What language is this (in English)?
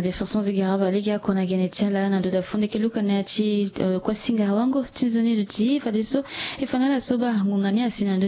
Sango